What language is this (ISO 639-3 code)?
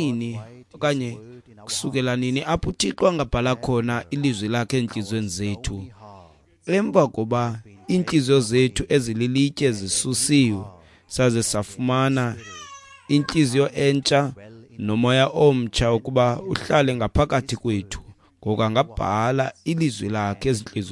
xho